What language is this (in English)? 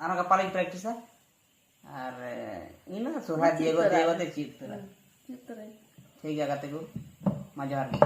Santali